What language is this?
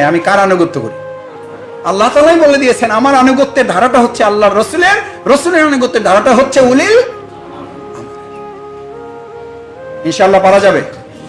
Bangla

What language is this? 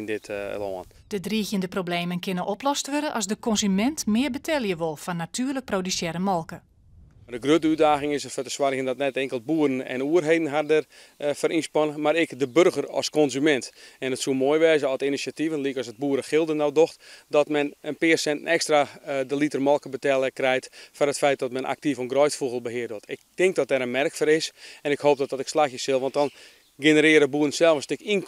Western Frisian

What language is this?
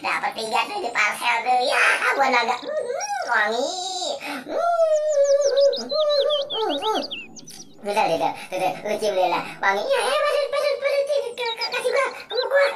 Betawi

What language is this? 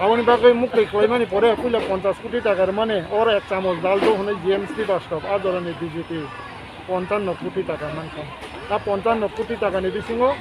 Kok Borok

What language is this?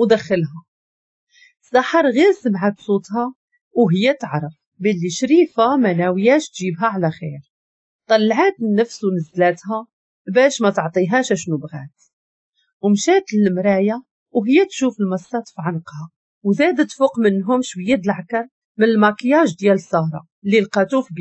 Moroccan Arabic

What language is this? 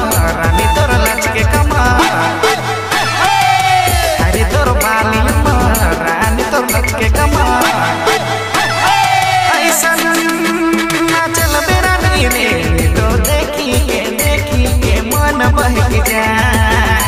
Sadri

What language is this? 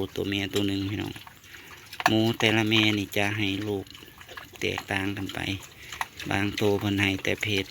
Northeastern Thai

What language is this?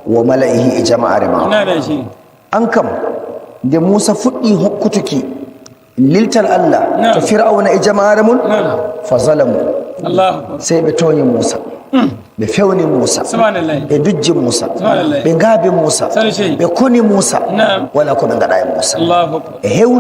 Nigerian Fulfulde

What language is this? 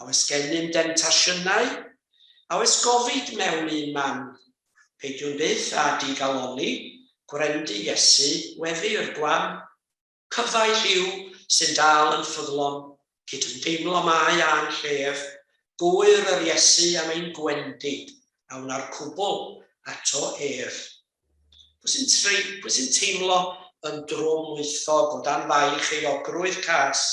Welsh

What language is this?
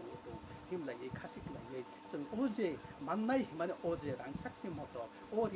Kok Borok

